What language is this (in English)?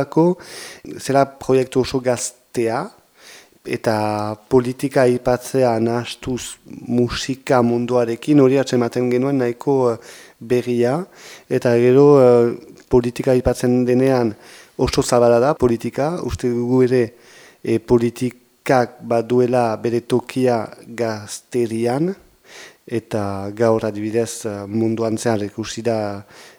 Basque